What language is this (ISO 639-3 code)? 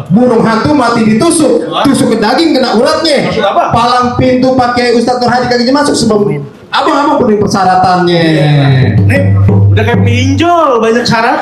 bew